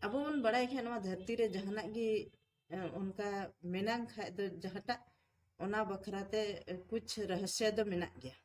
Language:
Santali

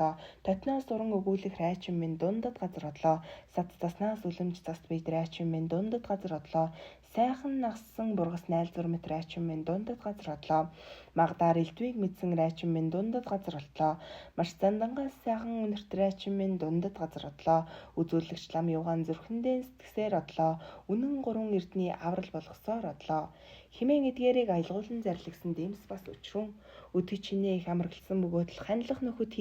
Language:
Mongolian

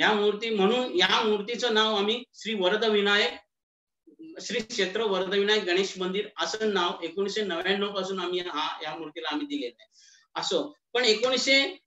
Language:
Marathi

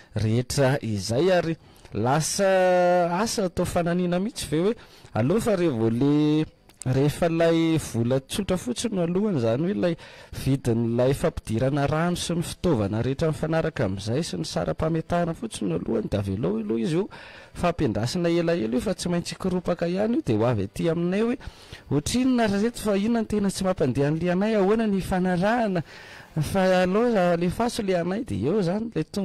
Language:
Malagasy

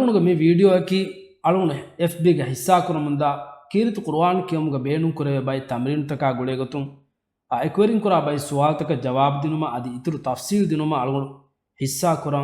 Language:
Divehi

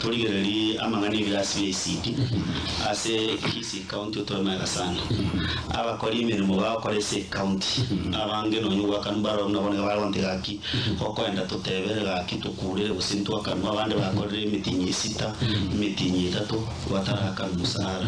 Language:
Gusii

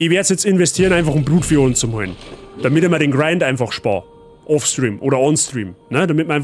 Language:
Bavarian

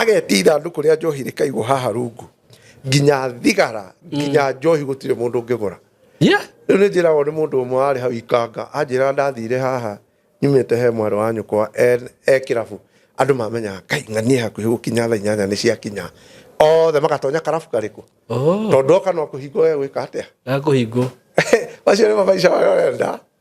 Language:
Kikuyu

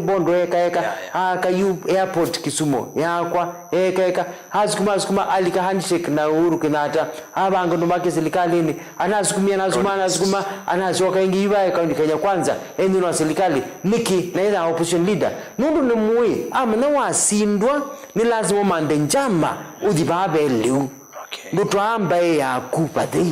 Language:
Kamba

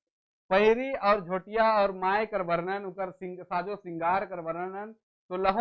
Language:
Sadri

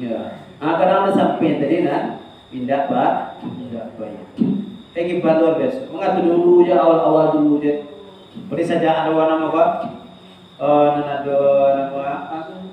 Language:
Minangkabau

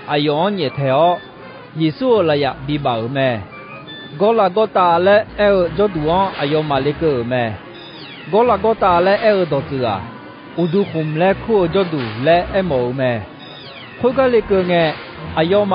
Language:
Akha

